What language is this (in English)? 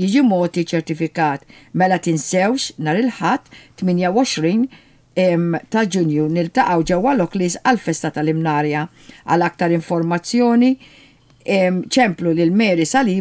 Maltese